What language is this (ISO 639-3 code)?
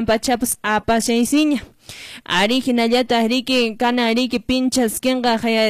que